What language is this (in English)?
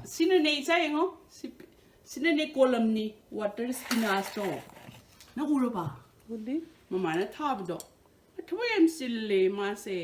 Manipuri